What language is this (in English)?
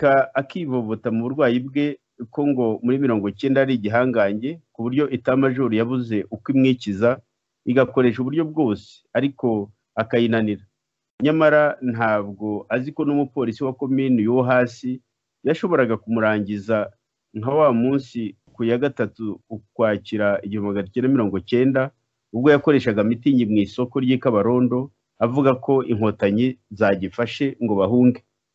Kinyarwanda